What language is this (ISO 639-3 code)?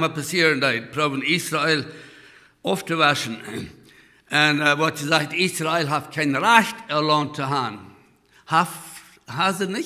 pdt